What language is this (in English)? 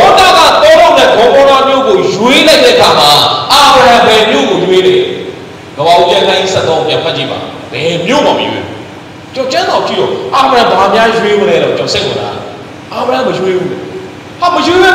Burmese